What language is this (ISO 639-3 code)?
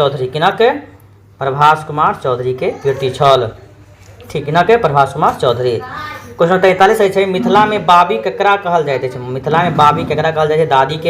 mai